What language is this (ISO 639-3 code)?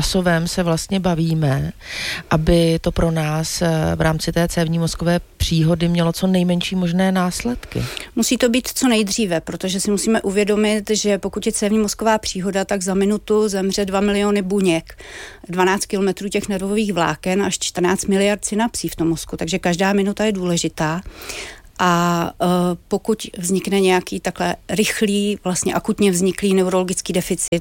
ces